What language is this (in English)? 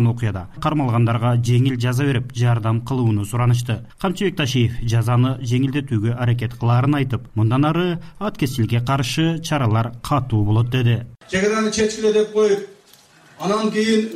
Kyrgyz